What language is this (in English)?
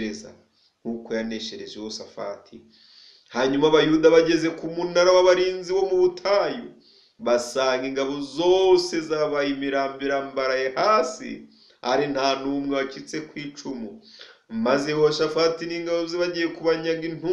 Kinyarwanda